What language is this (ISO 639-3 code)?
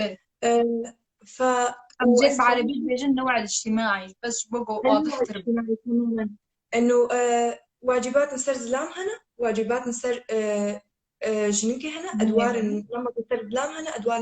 kur